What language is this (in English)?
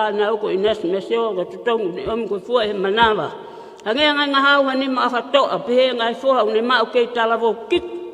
Tongan